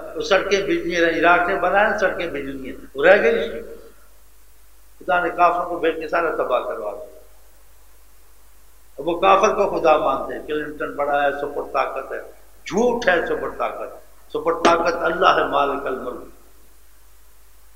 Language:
Urdu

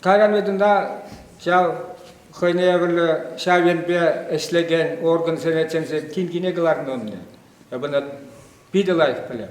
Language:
Chuvash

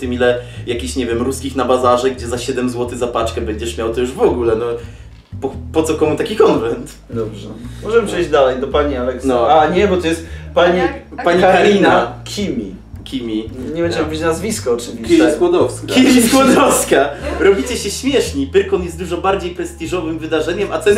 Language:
Polish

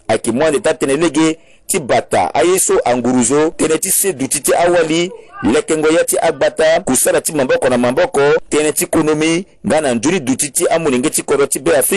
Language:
Sango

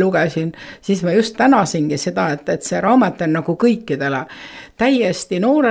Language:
Estonian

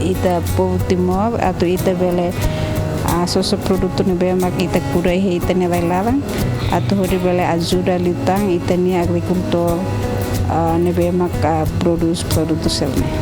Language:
Tetum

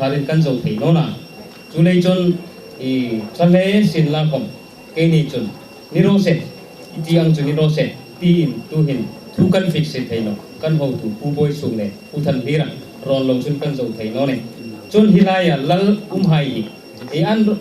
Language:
Hmar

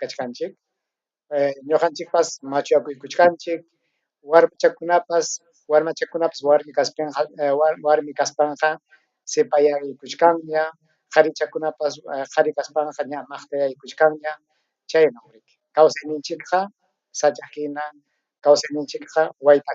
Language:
Ayacucho Quechua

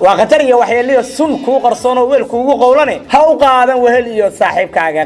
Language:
Somali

